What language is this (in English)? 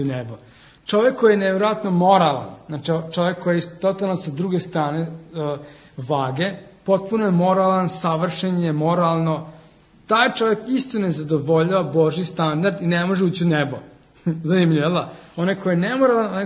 Serbian